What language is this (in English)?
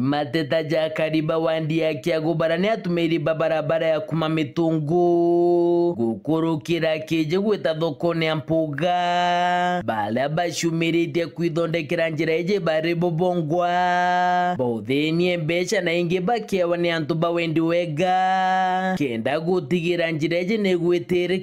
Meru